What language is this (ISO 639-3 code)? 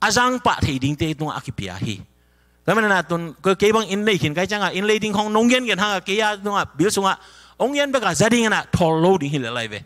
ctd